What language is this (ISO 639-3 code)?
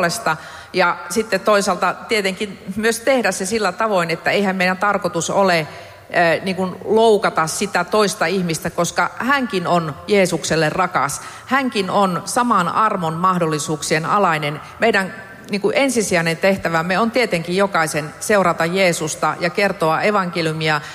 fin